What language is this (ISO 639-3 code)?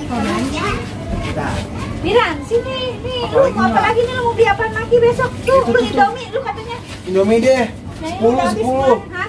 bew